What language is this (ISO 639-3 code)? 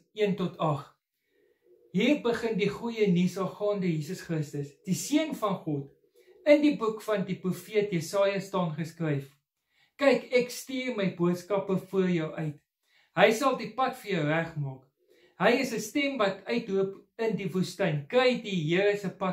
afr